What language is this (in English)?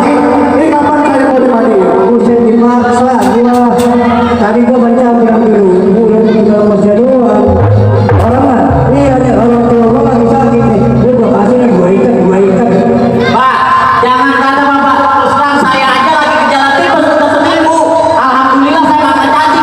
Betawi